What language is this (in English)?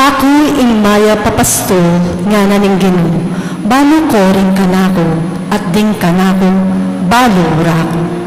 Pampanga